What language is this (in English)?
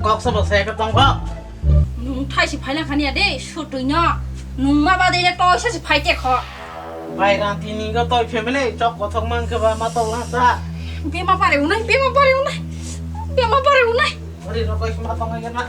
Kok Borok